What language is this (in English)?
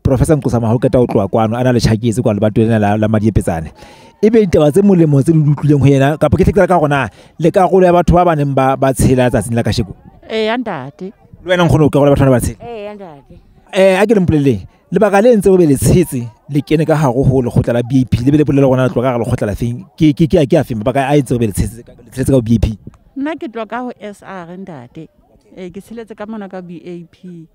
Southern Sotho